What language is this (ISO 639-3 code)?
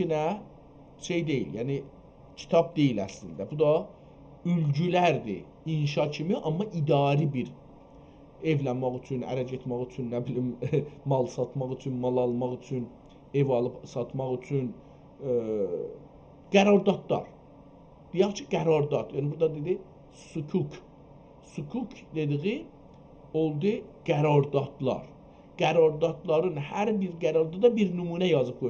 azb